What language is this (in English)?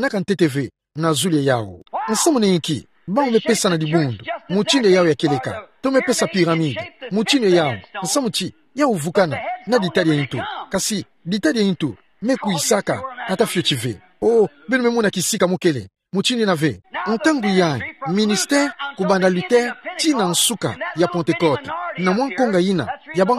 Kituba (Democratic Republic of Congo)